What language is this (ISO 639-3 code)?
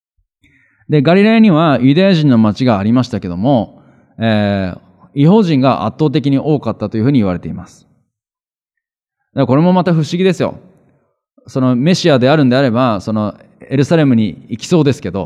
jpn